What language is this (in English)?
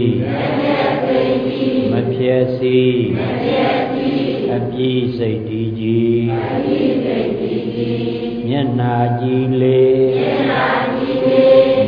Burmese